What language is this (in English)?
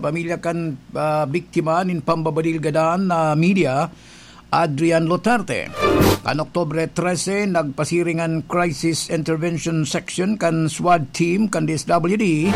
Bikol